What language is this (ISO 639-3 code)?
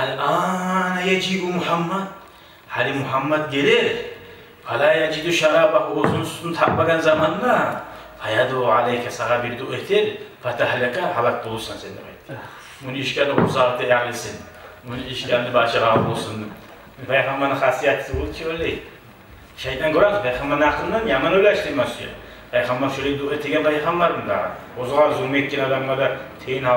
kum